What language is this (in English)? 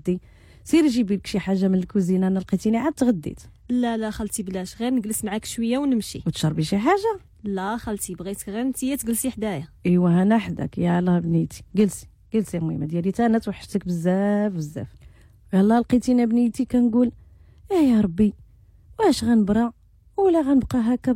Moroccan Arabic